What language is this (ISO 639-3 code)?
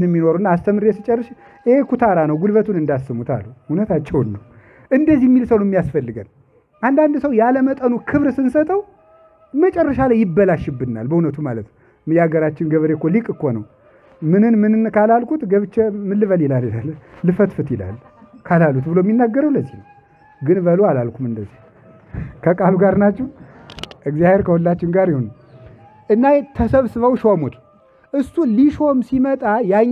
amh